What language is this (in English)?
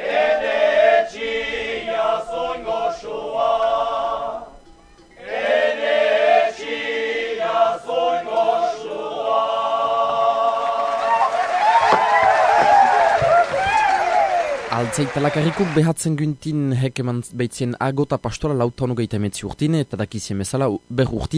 Basque